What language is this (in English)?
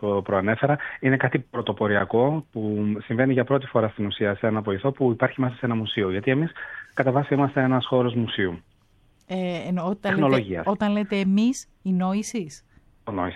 Greek